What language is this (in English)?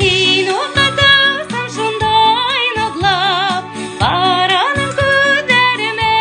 Bashkir